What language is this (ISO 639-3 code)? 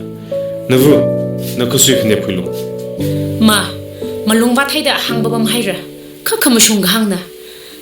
nmf